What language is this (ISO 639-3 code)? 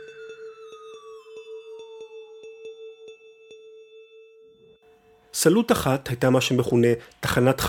heb